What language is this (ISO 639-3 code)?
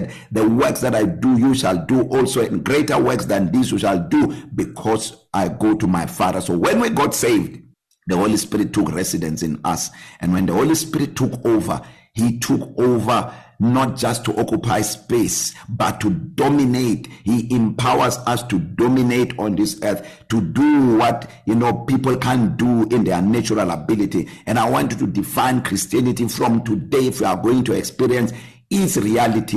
eng